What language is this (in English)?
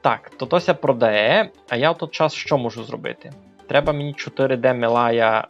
Rusyn